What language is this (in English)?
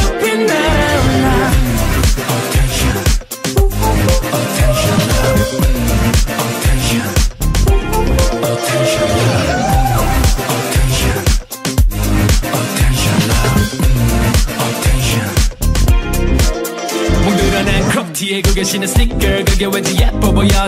Korean